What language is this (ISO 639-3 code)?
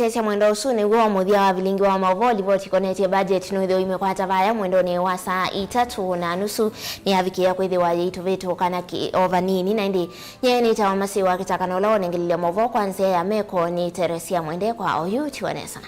kam